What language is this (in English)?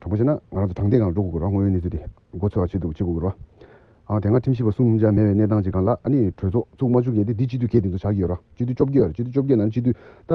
Tibetan